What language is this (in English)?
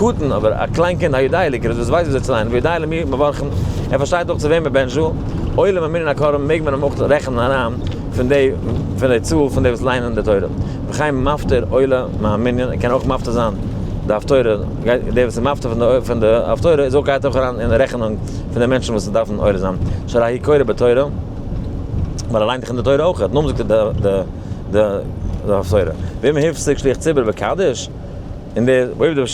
Yiddish